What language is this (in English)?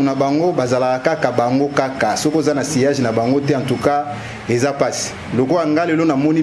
Lingala